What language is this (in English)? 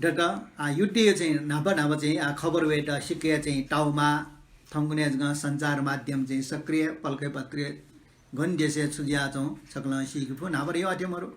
Newari